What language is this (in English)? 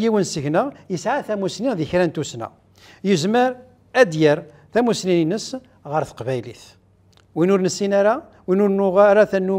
Kabyle